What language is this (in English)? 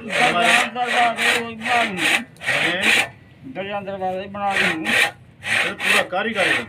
Saraiki